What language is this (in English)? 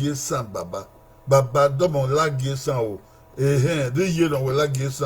Bini